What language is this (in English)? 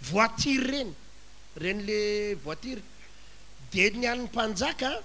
Malagasy